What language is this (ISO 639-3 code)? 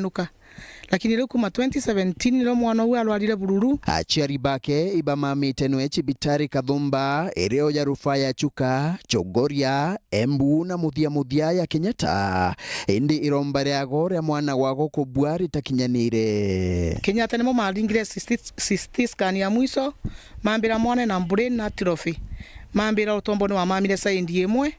mer